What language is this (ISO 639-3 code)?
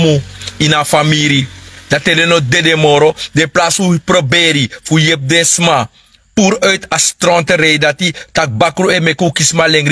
srn